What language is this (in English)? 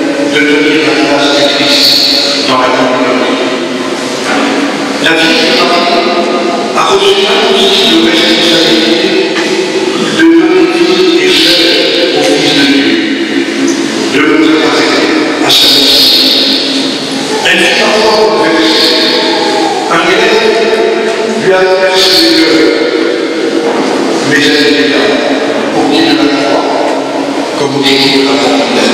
French